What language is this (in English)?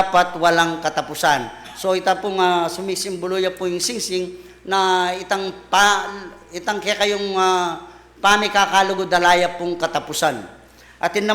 Pampanga